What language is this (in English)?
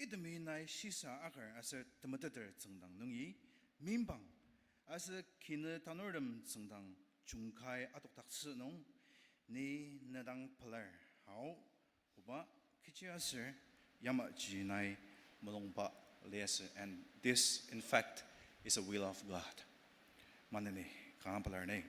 Ao Naga